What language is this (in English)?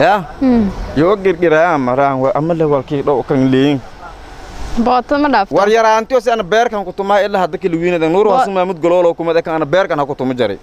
Somali